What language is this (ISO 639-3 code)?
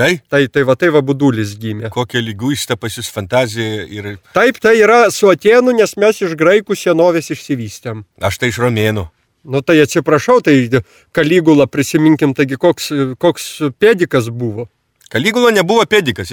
lit